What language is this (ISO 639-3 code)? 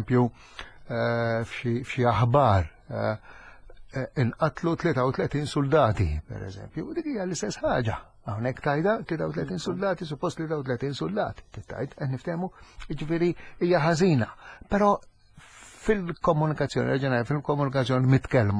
mlt